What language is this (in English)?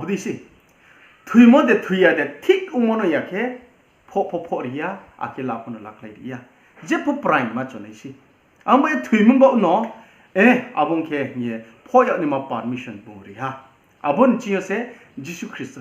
Riang (India)